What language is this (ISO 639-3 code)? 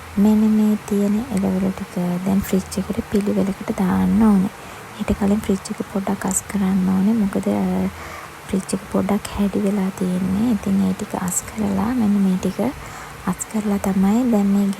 sin